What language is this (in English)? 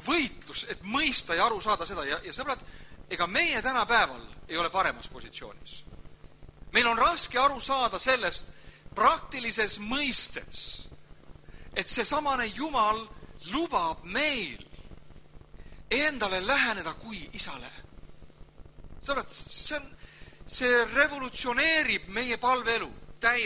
Estonian